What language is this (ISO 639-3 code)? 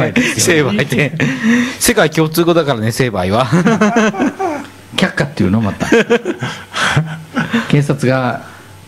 jpn